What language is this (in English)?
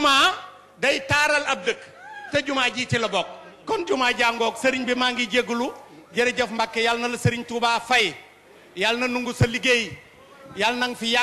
Wolof